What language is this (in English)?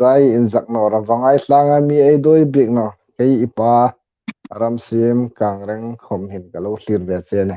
Hmar